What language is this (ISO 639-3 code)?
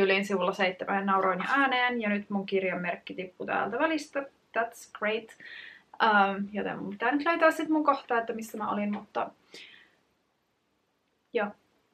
fin